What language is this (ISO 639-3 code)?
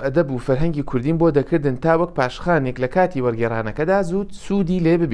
ckb